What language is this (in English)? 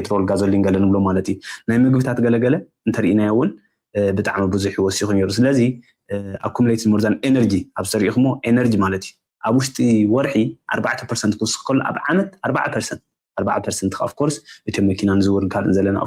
Tigrinya